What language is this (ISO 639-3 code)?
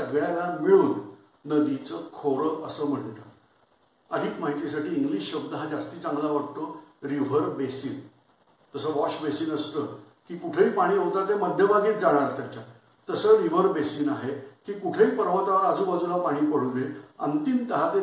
mar